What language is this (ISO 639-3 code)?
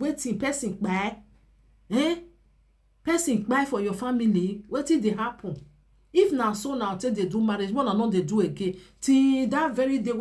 pcm